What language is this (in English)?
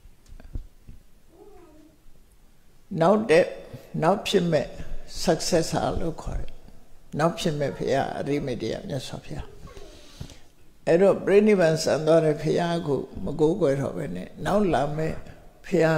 Burmese